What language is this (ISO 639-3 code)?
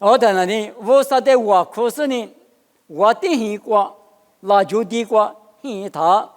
lis